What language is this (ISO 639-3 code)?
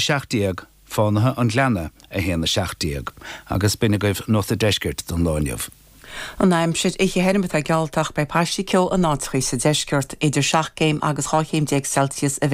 gle